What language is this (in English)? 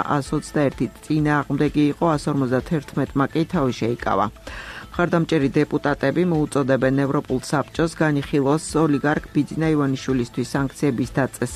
Georgian